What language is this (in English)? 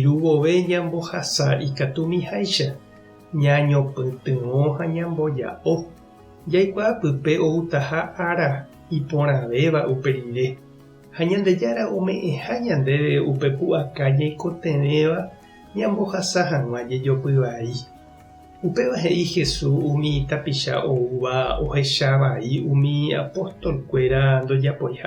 Guarani